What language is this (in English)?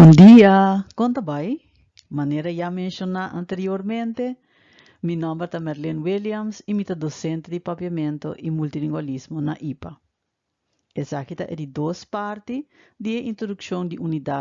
Papiamento